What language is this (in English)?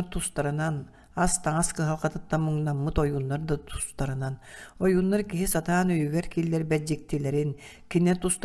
Yakut